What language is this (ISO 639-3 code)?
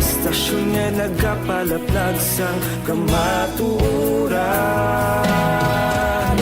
hil